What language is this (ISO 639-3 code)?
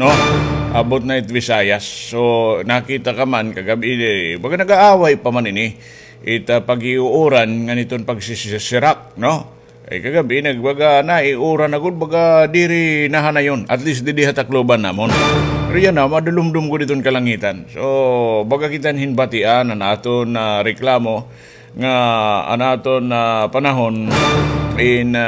war